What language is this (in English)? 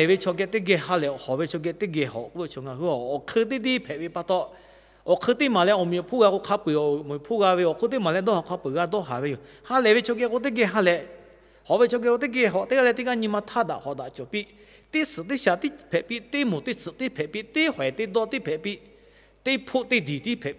Lahu